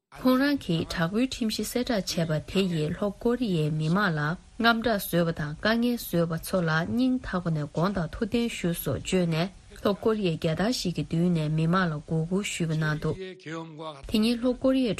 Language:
Tibetan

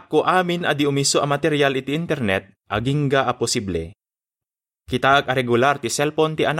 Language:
Iloko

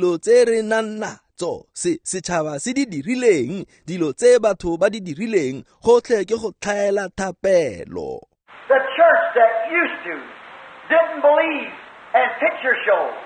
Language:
Tswana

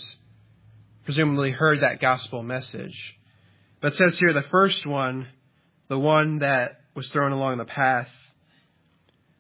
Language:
English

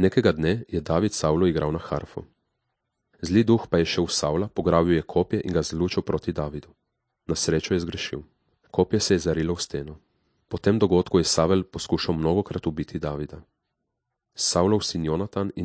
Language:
Slovenian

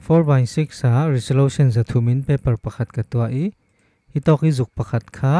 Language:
Falam Chin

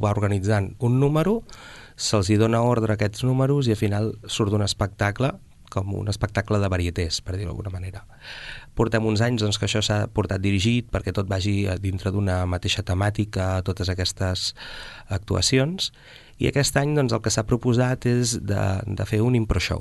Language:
Catalan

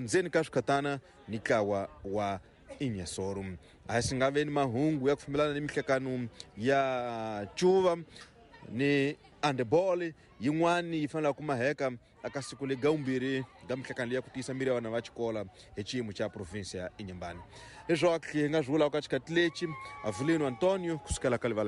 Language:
Tsonga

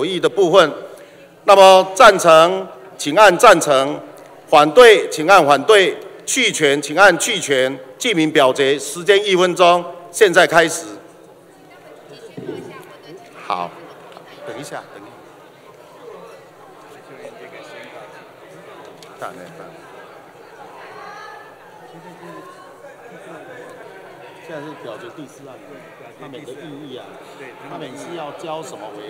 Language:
Chinese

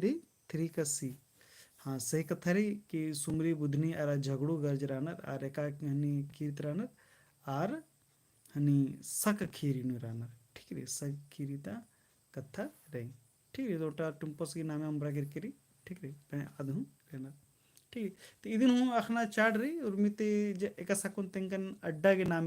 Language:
Kurukh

